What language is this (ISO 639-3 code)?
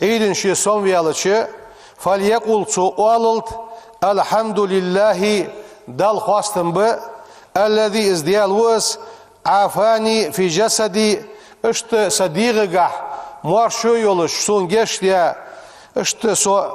inh